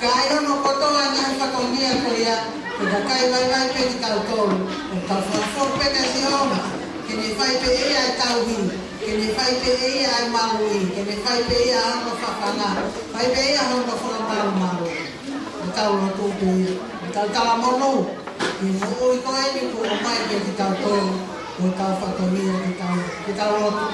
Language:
Tongan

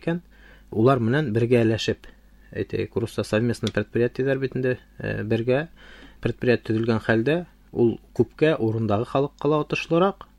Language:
Bashkir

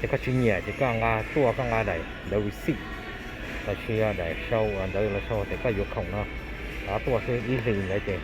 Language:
Hmong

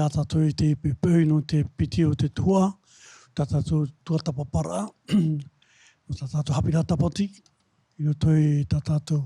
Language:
Tahitian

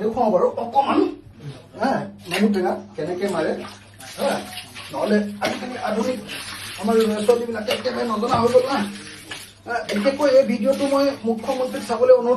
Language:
Assamese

